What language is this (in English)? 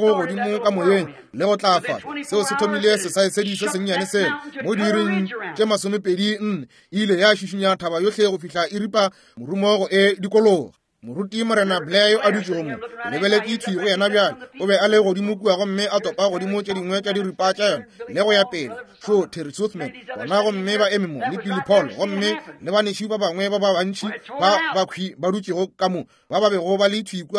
Northern Sotho